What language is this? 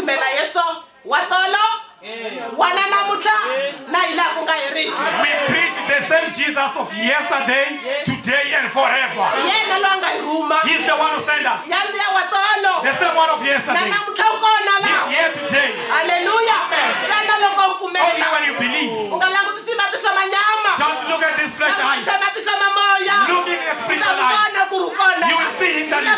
Tsonga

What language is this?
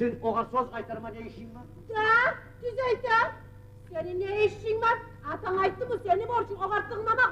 Kumyk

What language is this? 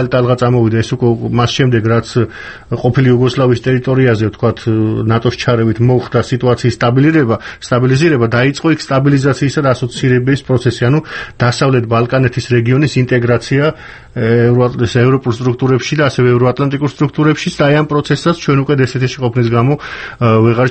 Georgian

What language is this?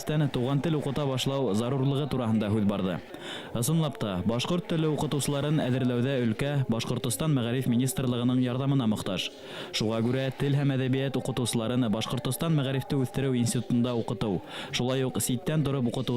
Bashkir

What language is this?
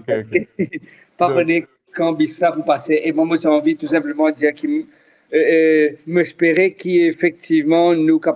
Morisyen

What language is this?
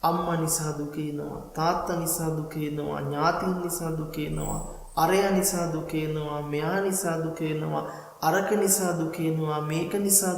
Sinhala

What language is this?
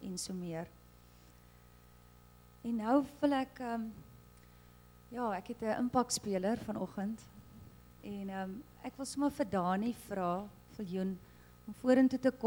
Afrikaans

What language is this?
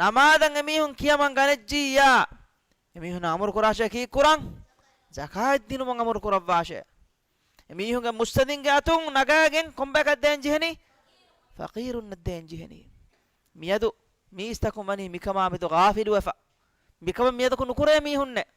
Divehi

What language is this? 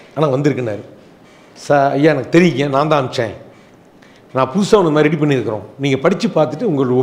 Tamil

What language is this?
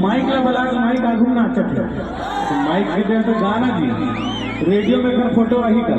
Chhattisgarhi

